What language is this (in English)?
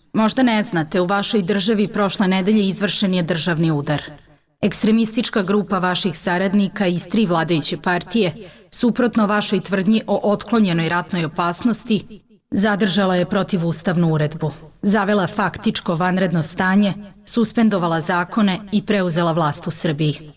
Serbian